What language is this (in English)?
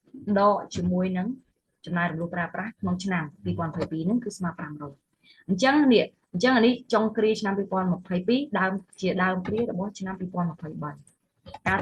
Khmer